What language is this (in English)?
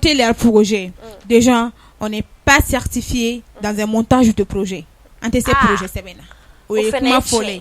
Bambara